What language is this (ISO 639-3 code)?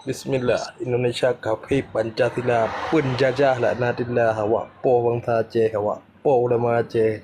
ace